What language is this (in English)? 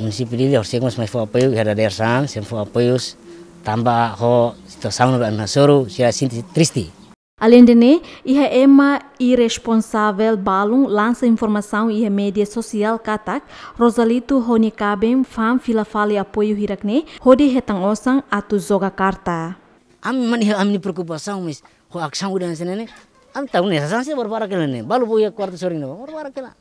Tetum